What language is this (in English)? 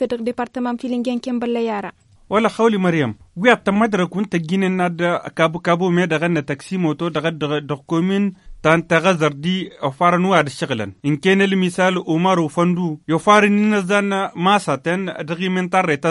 Tamasheq